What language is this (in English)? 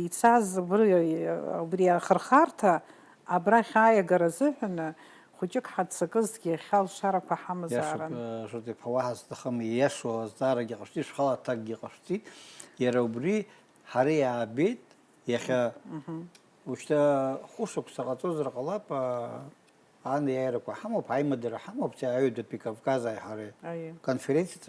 Abkhazian